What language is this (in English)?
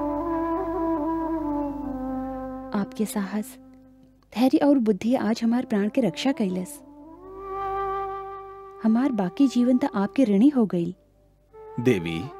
Bhojpuri